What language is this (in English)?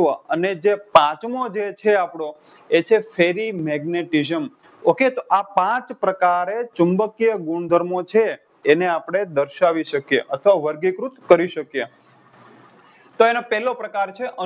Gujarati